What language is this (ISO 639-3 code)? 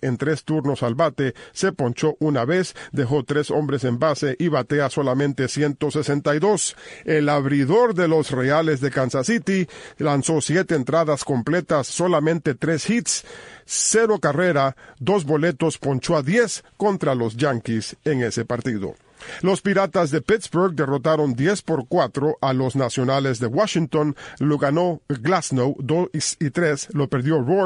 spa